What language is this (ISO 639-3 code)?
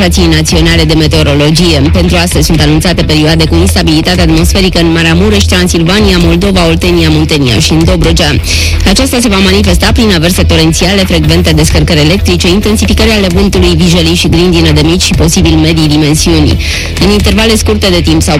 ron